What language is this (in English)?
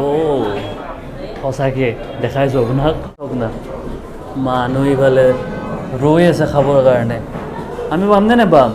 Assamese